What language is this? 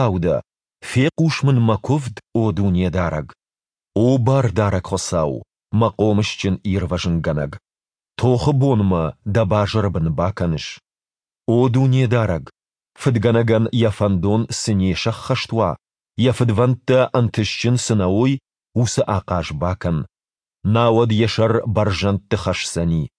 Ossetic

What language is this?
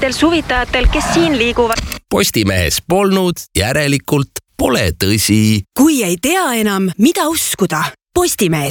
Estonian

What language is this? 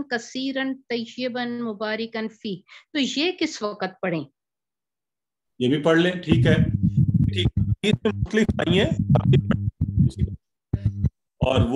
Urdu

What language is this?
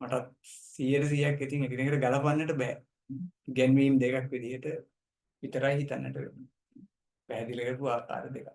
Sinhala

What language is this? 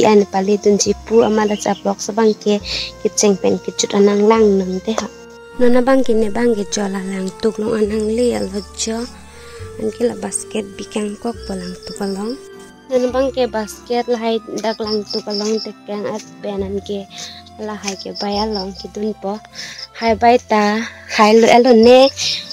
Karbi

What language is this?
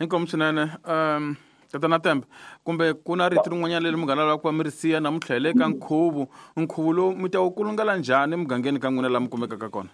Tsonga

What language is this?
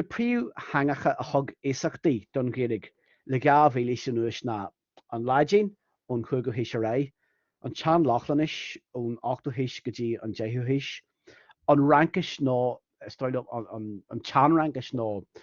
Irish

